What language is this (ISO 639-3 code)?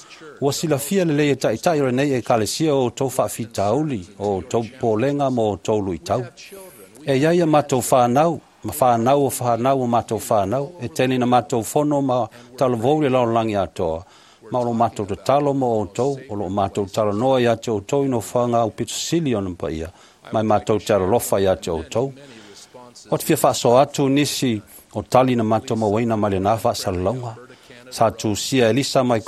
smo